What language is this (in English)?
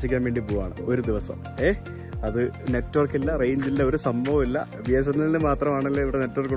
Malayalam